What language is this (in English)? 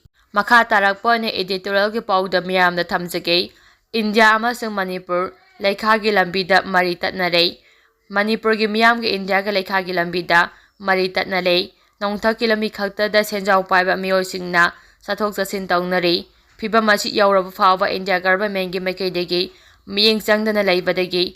Manipuri